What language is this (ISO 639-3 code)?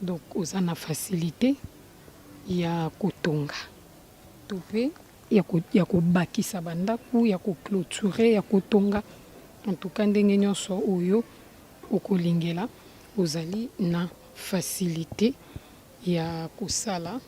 lin